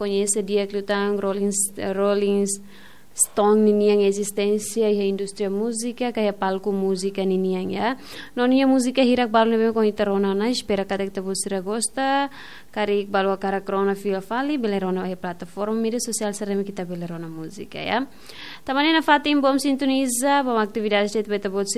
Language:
Tetum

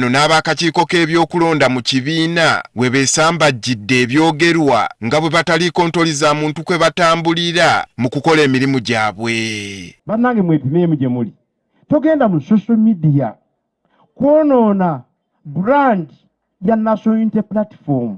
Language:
Ganda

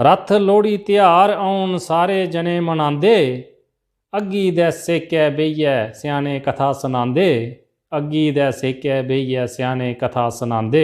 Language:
Dogri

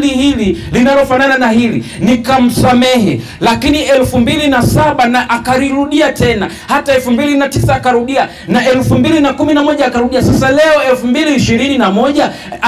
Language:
Swahili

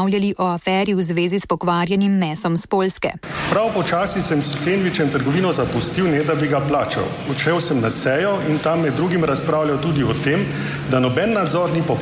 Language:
Slovenian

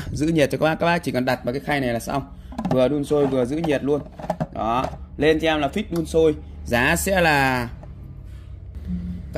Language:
Vietnamese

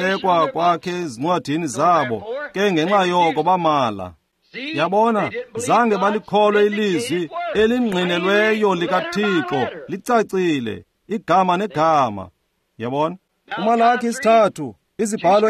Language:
Xhosa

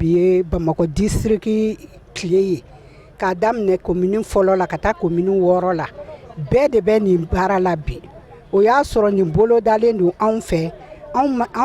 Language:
Bambara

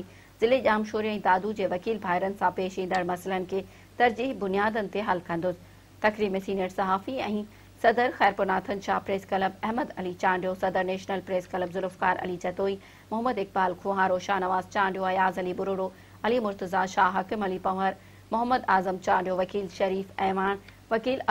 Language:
Sindhi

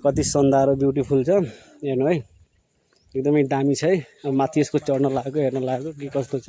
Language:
Nepali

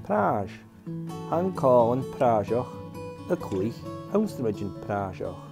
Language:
Scottish Gaelic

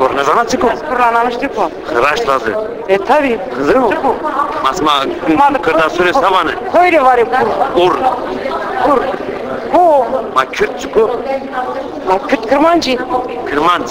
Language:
Zaza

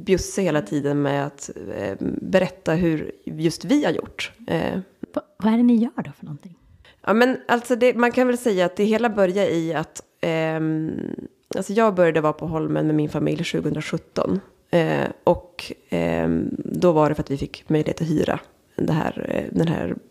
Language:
Swedish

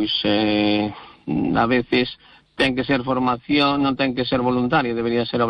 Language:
Galician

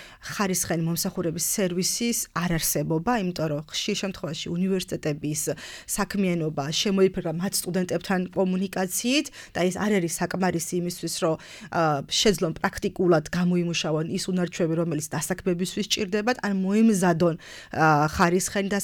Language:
Georgian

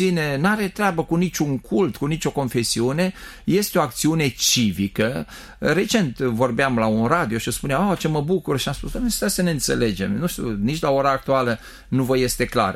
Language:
Romanian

